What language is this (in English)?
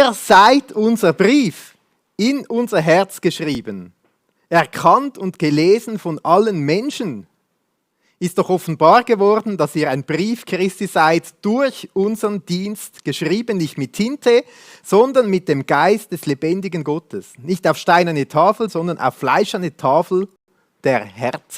Swiss German